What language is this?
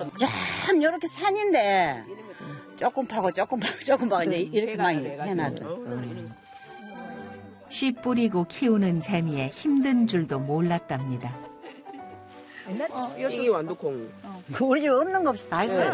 Korean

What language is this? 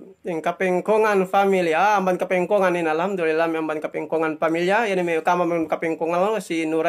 Yakan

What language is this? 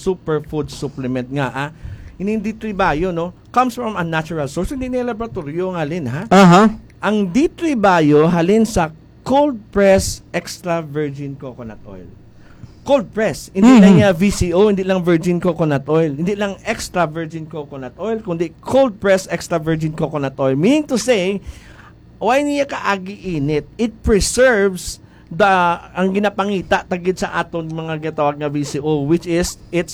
Hiligaynon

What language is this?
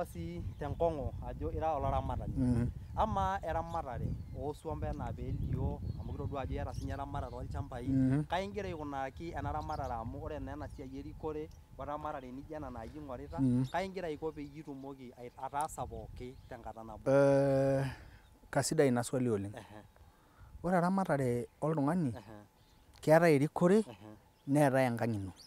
Masai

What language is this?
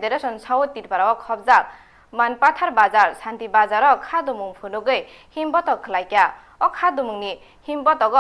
Kok Borok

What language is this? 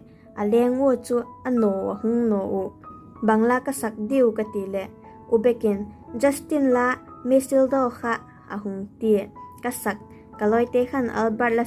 Vaiphei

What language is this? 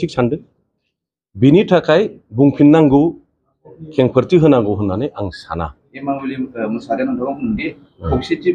Bodo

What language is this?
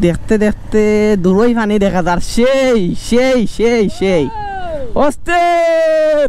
Sylheti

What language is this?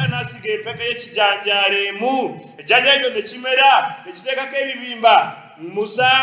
Ganda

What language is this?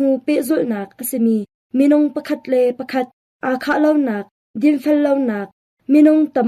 Hakha Chin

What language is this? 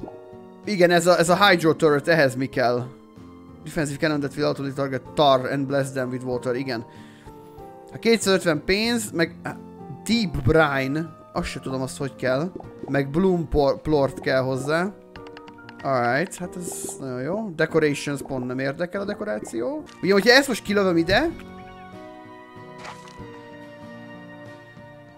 Hungarian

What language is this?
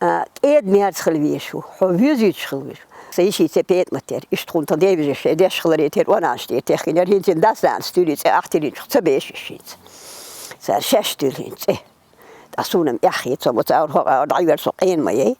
Chechen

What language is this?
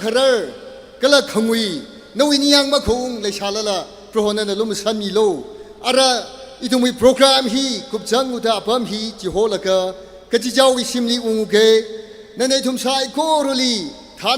Tangkhul Naga (India)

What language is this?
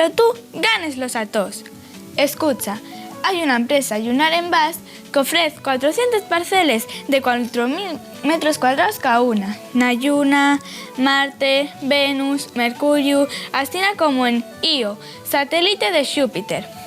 Asturian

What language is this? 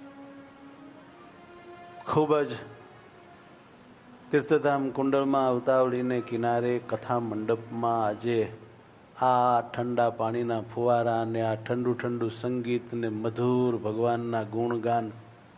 Gujarati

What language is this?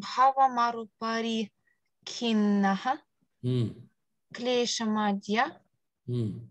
Sanskrit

